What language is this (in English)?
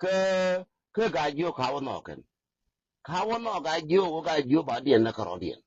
Nuer